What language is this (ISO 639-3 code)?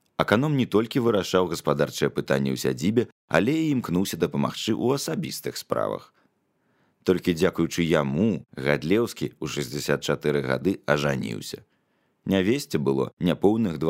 bel